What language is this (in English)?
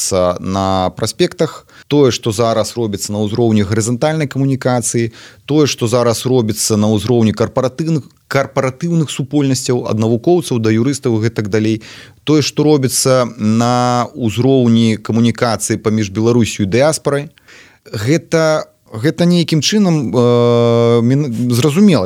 Belarusian